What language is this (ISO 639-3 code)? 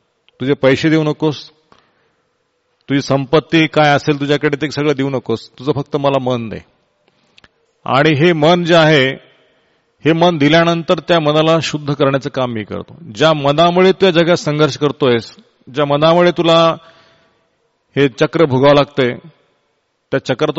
mar